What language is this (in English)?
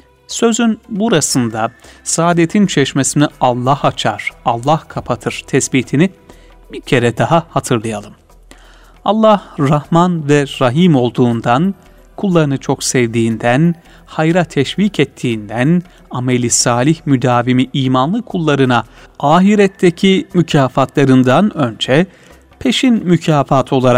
Turkish